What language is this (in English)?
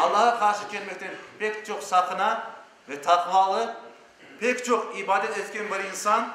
Crimean Tatar